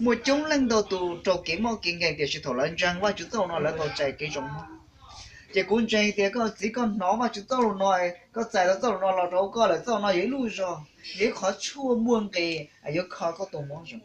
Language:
Hmong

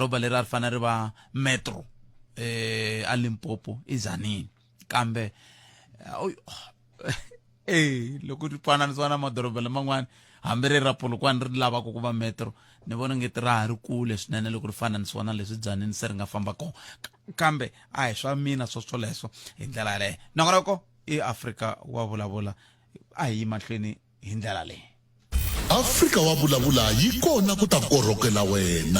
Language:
Tsonga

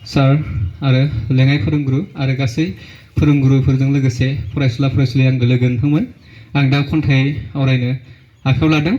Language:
Bodo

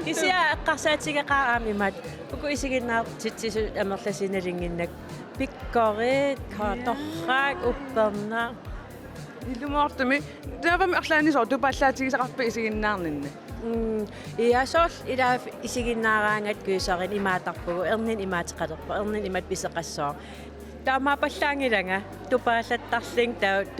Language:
Kalaallisut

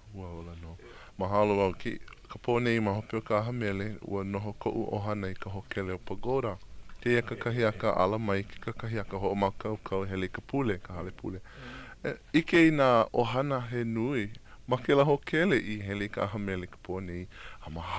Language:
Hawaiian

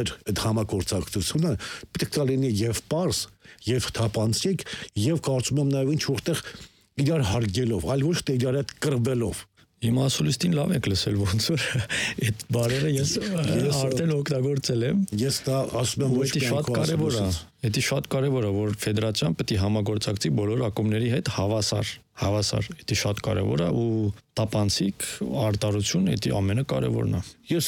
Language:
Armenian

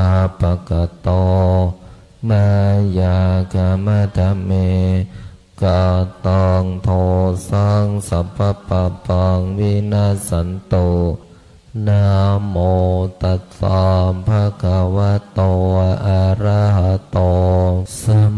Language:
Pali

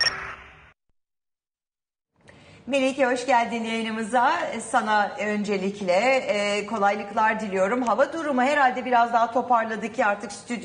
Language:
Turkish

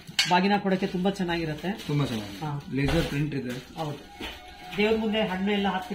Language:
Kannada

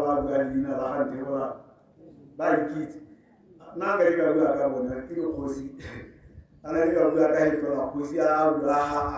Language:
Tswana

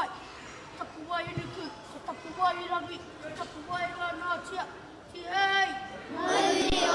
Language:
Māori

